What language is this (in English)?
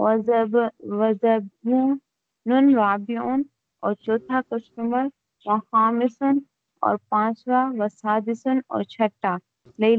Urdu